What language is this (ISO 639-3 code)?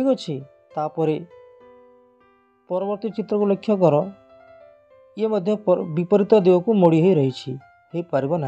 ori